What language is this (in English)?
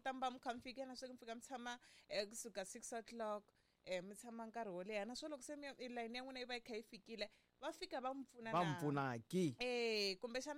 Tsonga